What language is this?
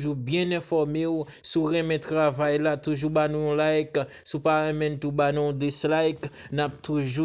Haitian Creole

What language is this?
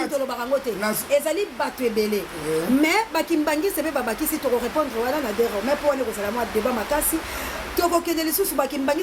Lingala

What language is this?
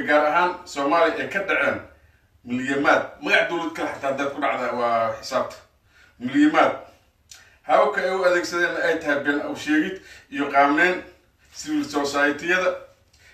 Somali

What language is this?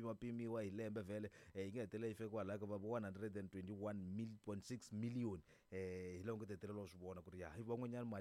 Tsonga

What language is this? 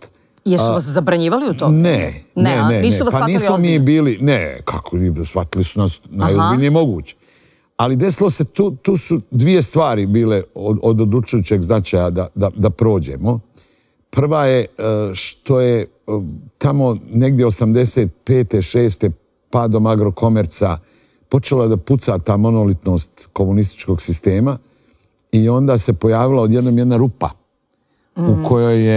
Serbian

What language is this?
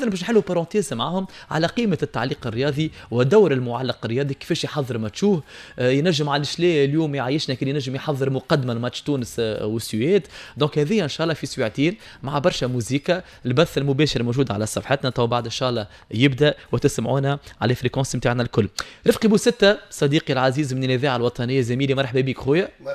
Tunisian Arabic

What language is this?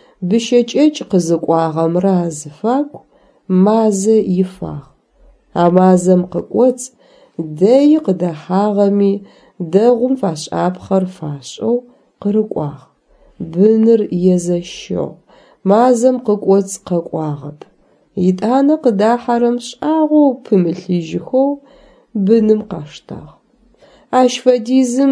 Adyghe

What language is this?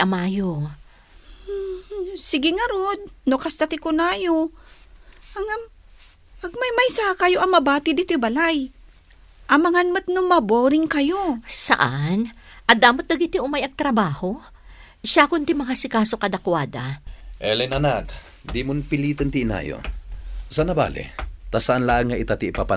Iloko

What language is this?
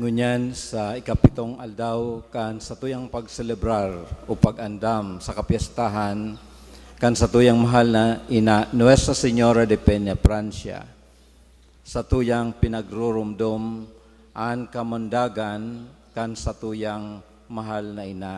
Bikol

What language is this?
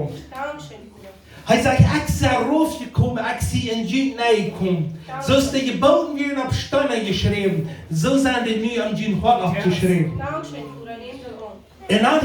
Plautdietsch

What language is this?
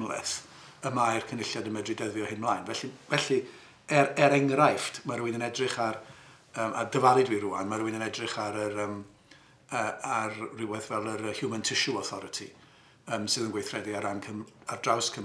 Welsh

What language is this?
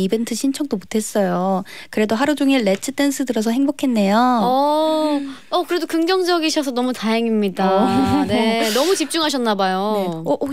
Korean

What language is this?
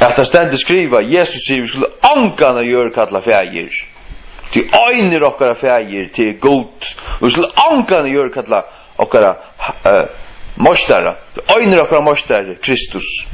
Faroese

